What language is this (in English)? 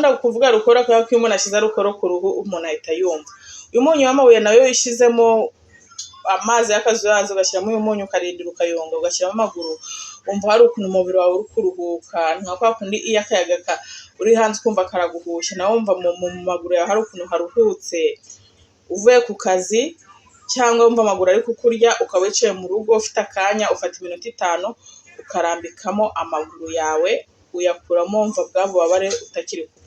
Kinyarwanda